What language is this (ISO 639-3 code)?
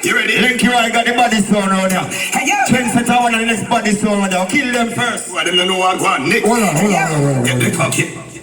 jam